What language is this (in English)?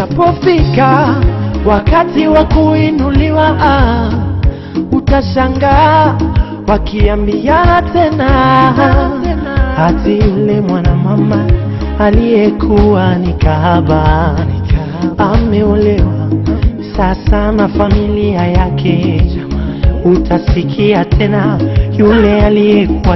Swahili